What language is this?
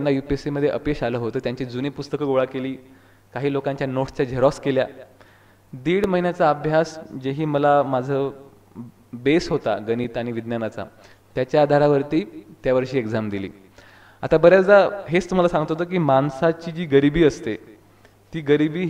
Marathi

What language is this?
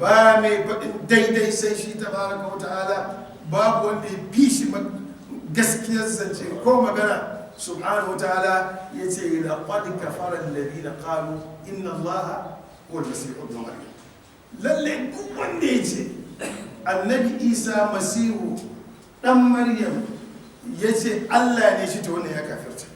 Hausa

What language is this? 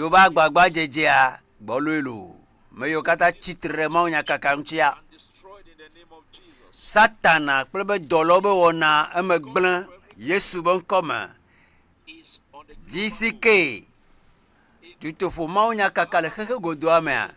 Ewe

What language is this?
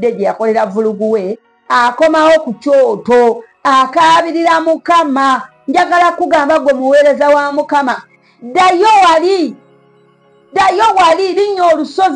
Ganda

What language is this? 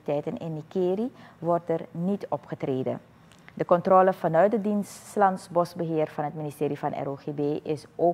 Dutch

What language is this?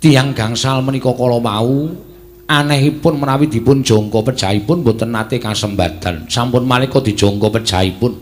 Javanese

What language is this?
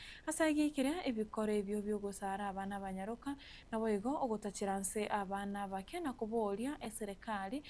Gusii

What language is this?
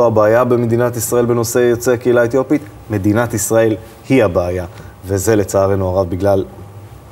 Hebrew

